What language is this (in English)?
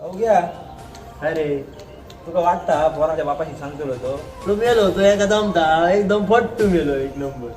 Konkani